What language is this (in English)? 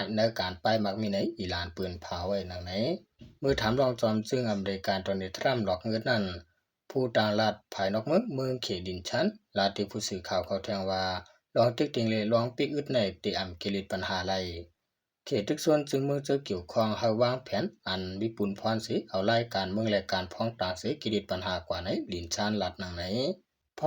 Shan